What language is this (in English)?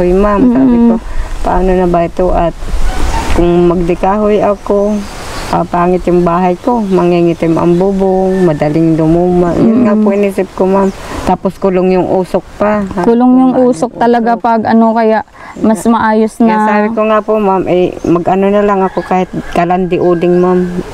Filipino